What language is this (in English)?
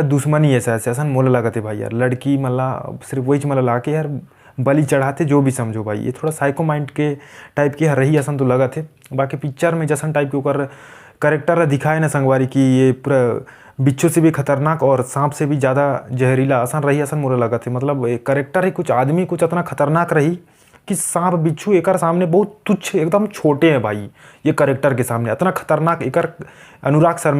Chhattisgarhi